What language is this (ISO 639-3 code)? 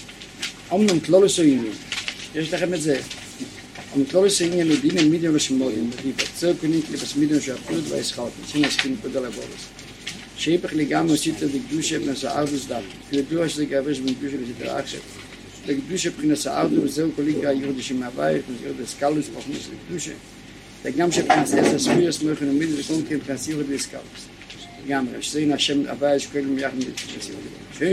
heb